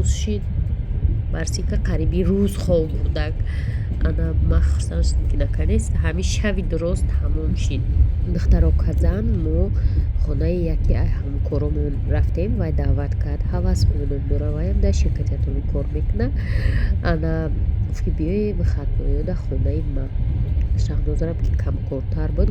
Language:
Tajik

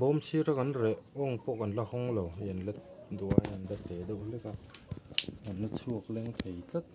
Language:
Mizo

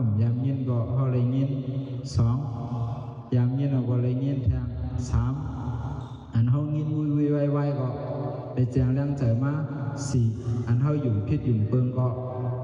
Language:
Shan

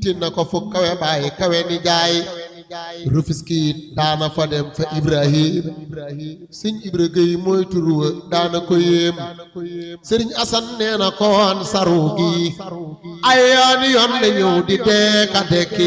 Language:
Wolof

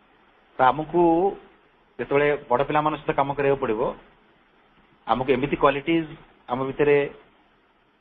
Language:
Odia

